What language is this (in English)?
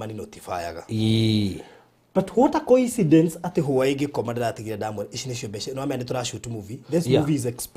Kikuyu